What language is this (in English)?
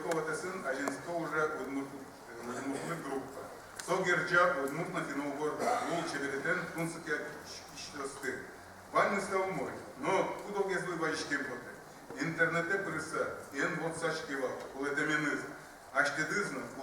Udmurt